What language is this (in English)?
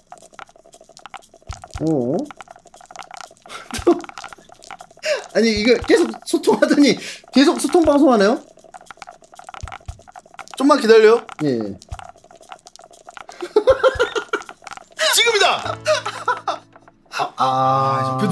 Korean